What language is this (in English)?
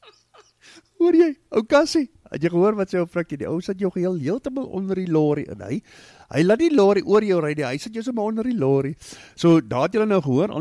Afrikaans